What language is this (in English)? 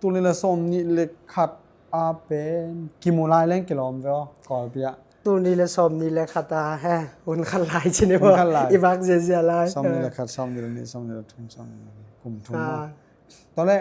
Tedim Chin